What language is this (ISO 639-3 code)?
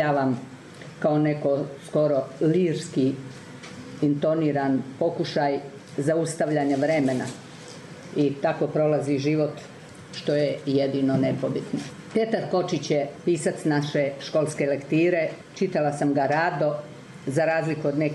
srp